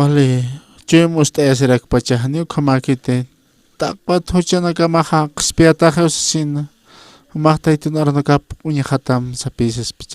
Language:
Aymara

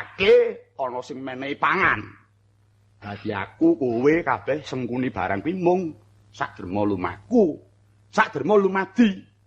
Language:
Javanese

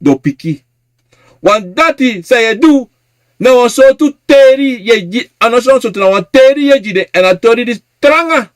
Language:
Sranan Tongo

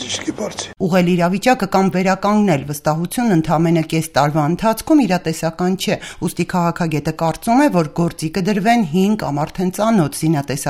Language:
Armenian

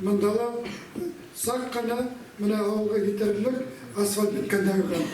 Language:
Bashkir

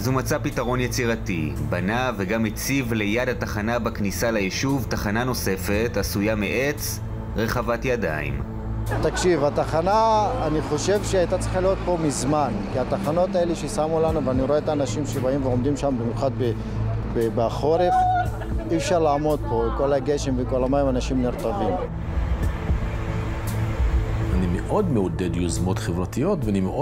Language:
Hebrew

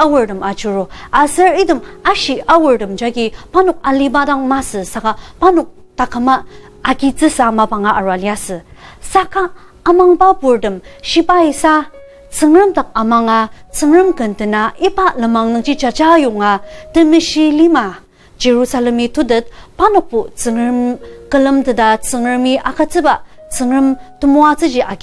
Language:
Ao Naga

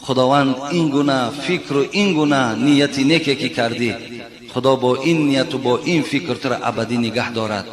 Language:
Tajik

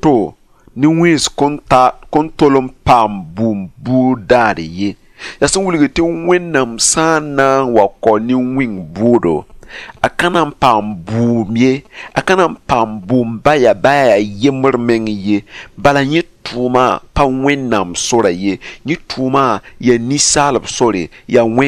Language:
Mossi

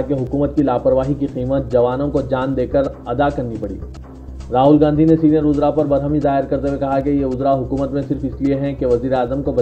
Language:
Urdu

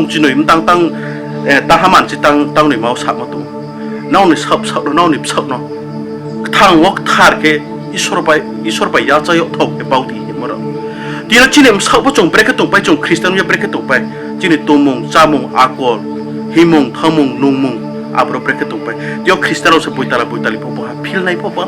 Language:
Riang (India)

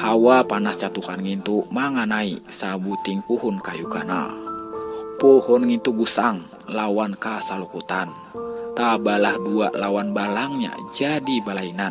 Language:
Banjar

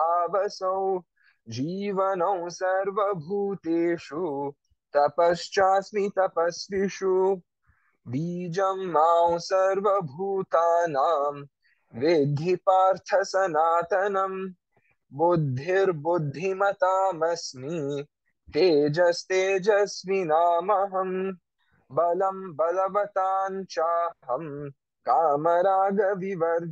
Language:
Sanskrit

